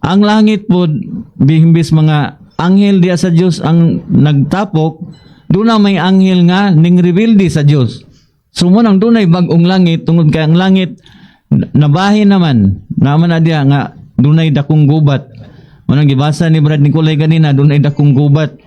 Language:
Cebuano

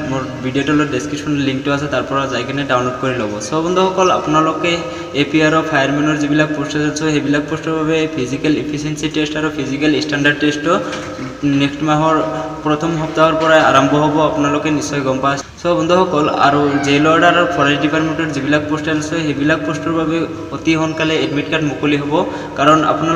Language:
Assamese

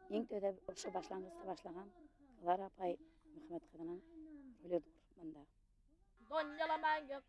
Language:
Bashkir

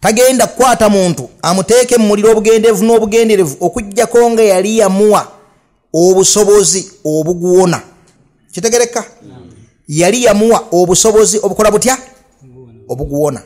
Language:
Ganda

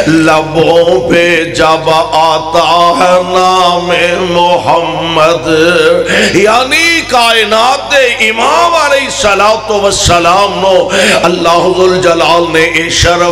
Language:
Western Panjabi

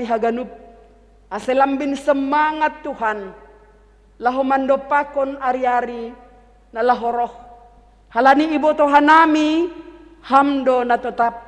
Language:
Batak Simalungun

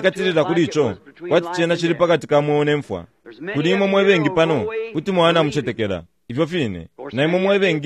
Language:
Bemba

